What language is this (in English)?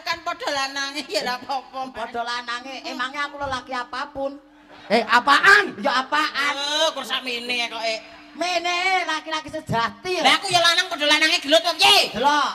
Javanese